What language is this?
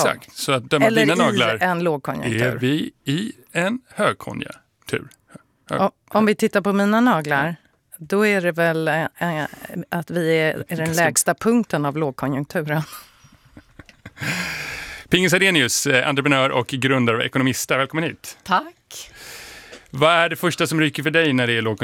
Swedish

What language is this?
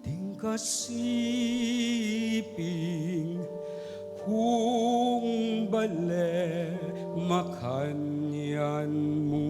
Pampanga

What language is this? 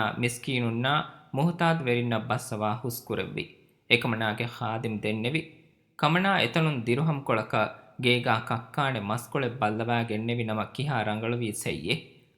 Divehi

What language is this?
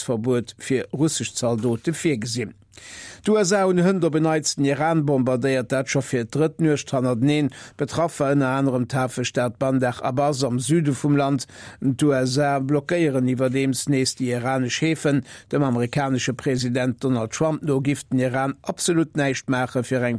Luxembourgish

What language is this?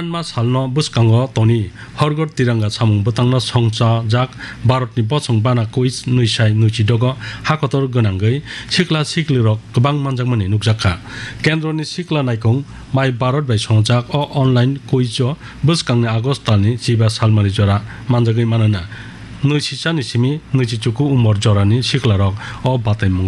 Kok Borok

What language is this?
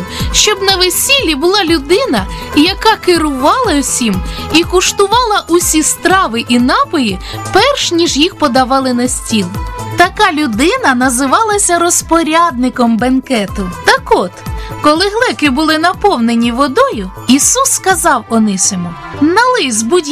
Ukrainian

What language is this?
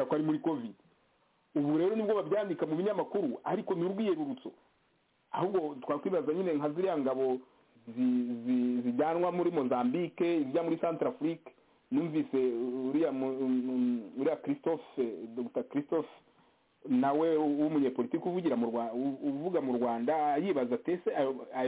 Kinyarwanda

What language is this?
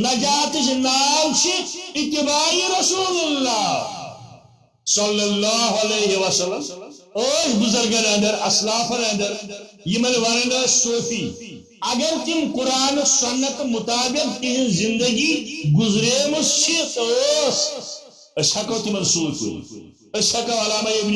Kashmiri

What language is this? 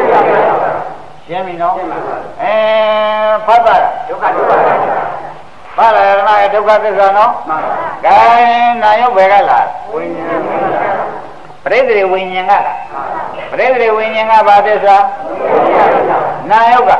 Burmese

